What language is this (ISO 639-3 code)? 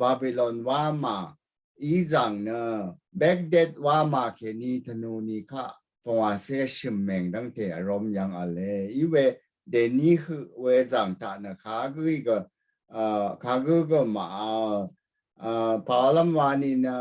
raw